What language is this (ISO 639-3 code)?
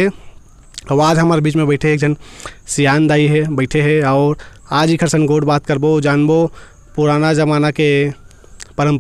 hne